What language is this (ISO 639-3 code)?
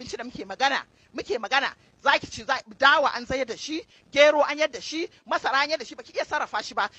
hau